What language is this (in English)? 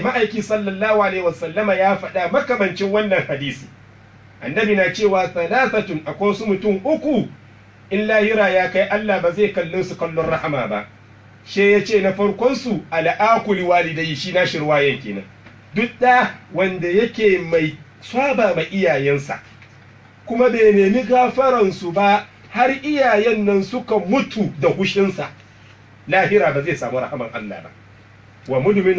Hausa